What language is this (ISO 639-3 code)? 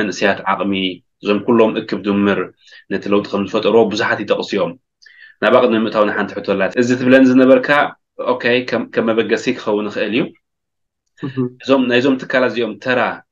tir